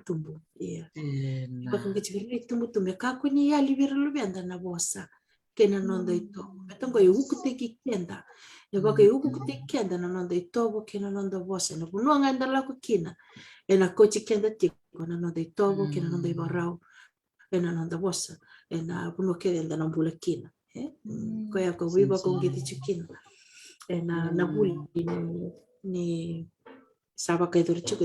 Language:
Fijian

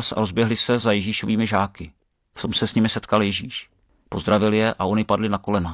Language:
Czech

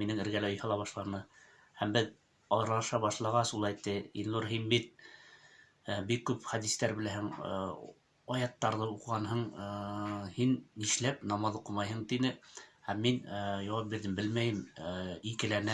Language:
Bashkir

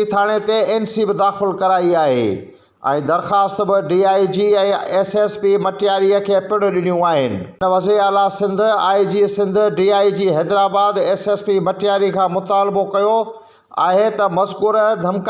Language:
Sindhi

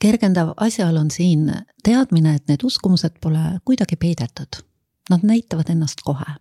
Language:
Estonian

